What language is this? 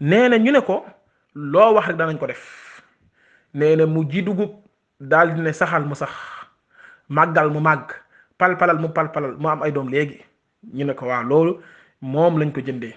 Wolof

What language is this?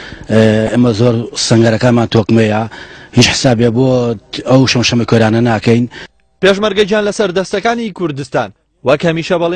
Central Kurdish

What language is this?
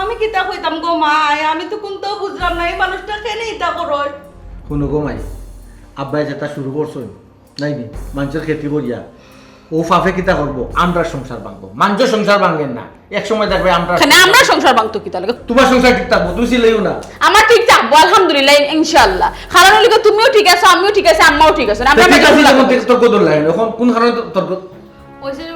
Sylheti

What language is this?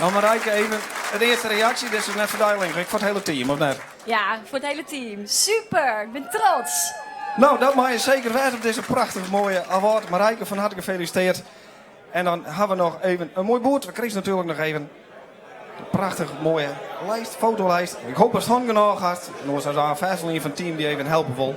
Western Frisian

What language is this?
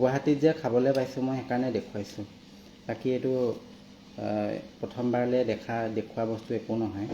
Assamese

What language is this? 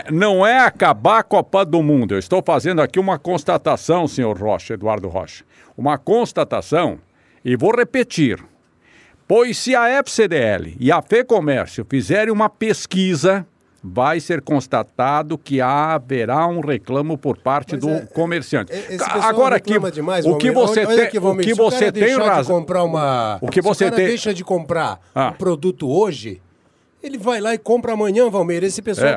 Portuguese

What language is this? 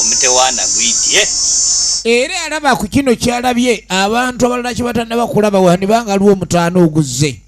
Soga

